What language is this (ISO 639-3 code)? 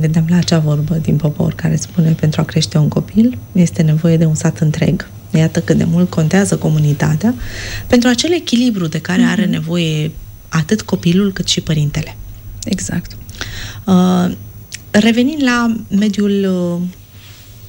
ron